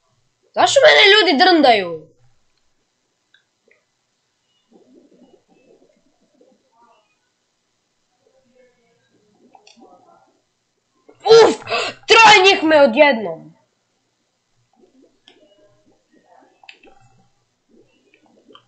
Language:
Croatian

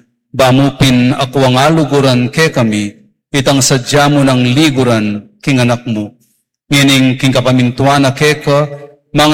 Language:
Pampanga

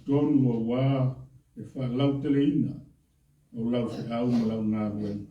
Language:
Samoan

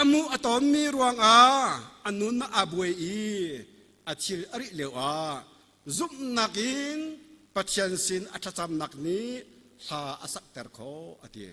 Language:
Hakha Chin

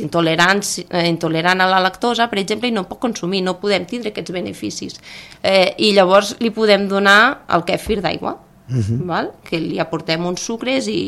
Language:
Catalan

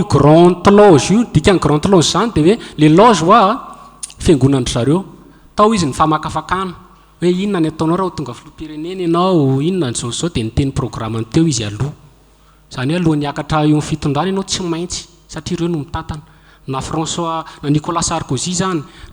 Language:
Malagasy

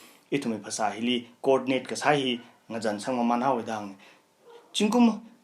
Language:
Tangkhul Naga (India)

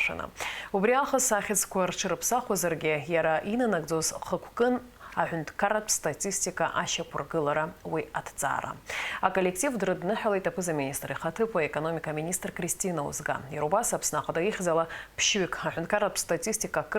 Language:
Abkhazian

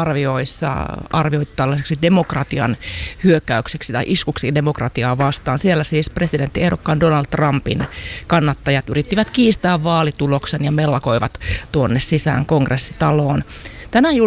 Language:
Finnish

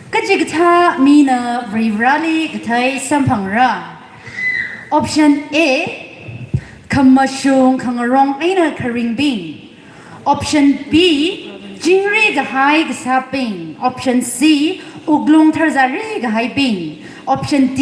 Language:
Tangkhul Naga (India)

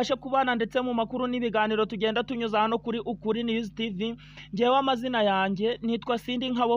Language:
Kinyarwanda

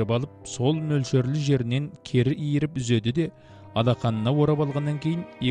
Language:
Kazakh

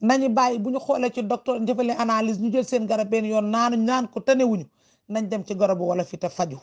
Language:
Wolof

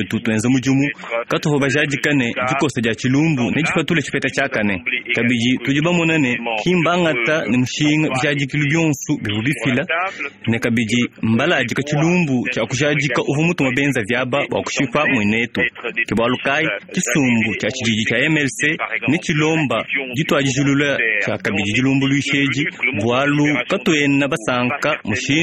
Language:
Luba-Lulua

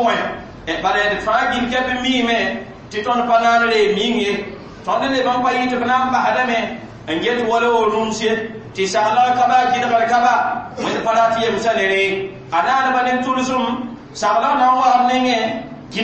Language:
Mossi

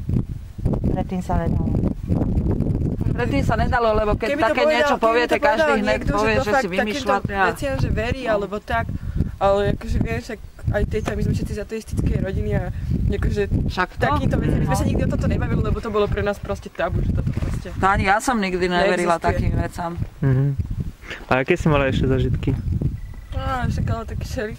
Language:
Slovak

